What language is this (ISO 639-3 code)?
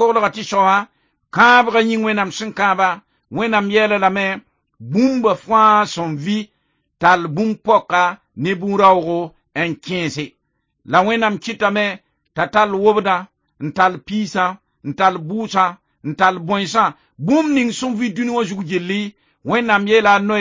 mos